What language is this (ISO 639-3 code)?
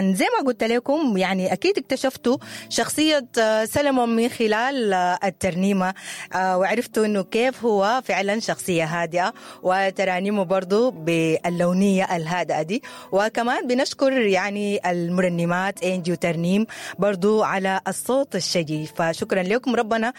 apd